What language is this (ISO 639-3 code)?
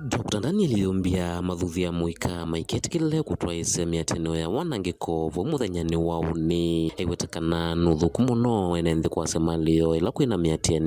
kam